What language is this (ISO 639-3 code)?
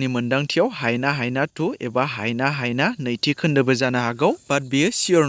brx